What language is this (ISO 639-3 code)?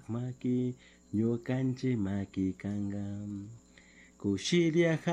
qug